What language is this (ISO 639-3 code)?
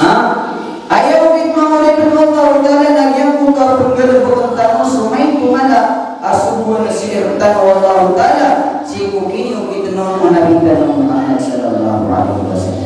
mrw